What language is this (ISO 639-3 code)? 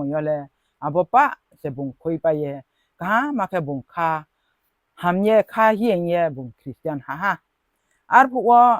ria